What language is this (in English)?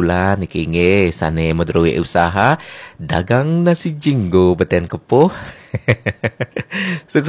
Balinese